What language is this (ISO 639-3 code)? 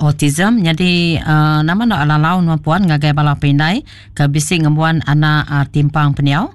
iba